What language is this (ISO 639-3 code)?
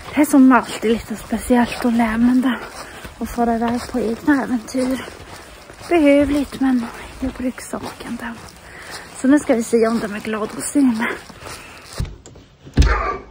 swe